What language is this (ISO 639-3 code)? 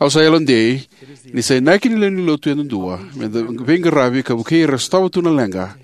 fij